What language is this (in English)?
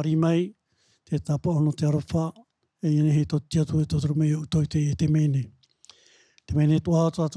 Tahitian